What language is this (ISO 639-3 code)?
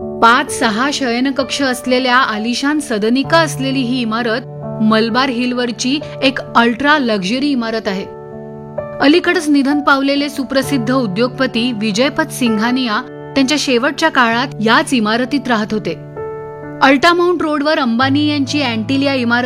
mar